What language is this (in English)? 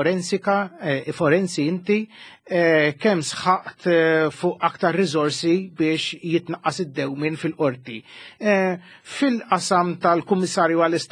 Maltese